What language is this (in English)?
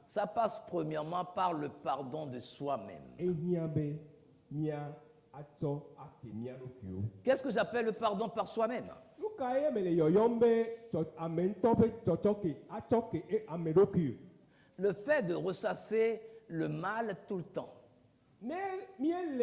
Ewe